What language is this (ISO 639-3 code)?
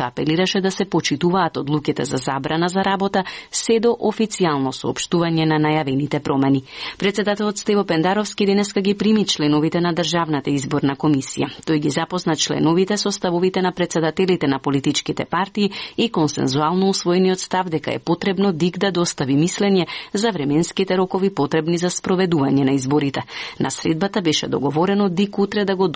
mkd